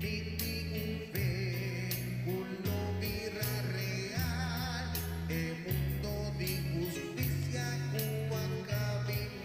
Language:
Papiamento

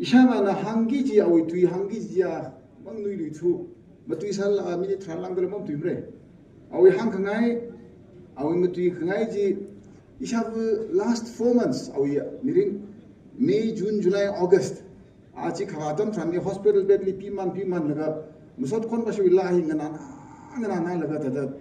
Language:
Tangkhul Naga (India)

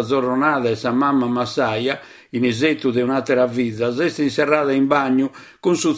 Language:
Sardinian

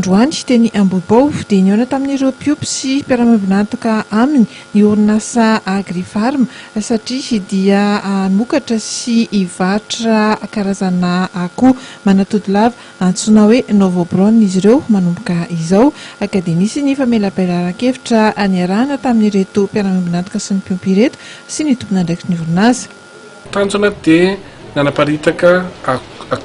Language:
Malagasy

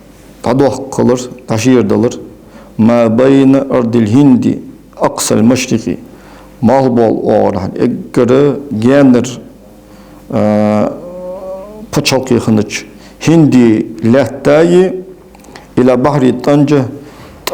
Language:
Ingush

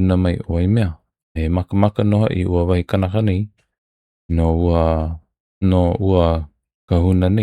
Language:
Hawaiian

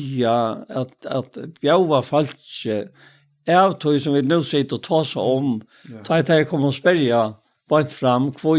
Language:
Faroese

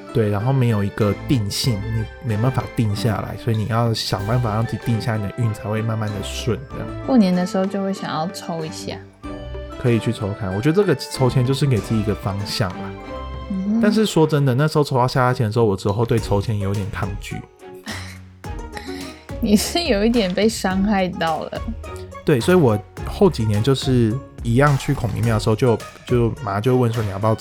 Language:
Chinese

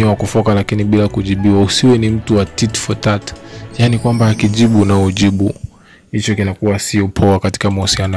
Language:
Swahili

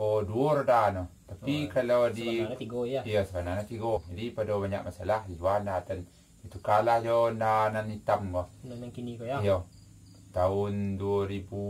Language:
Minangkabau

